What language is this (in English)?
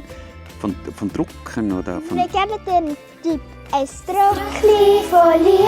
Swiss German